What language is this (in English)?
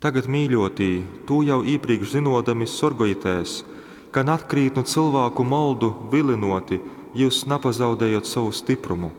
Latgalian